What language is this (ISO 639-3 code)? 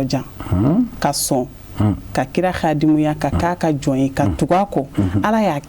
bam